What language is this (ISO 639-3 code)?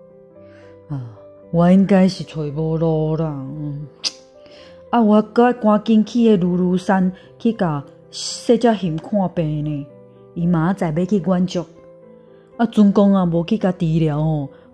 nan